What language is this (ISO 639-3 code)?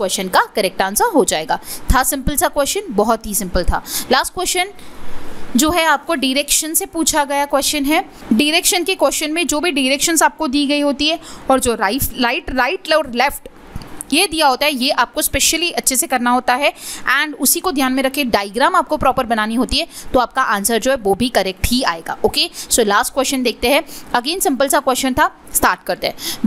hin